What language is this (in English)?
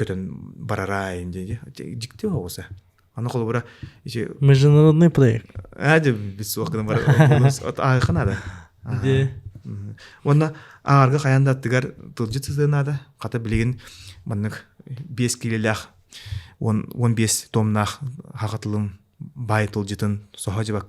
Yakut